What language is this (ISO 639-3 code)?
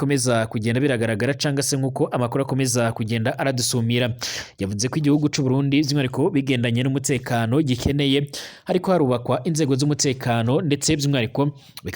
run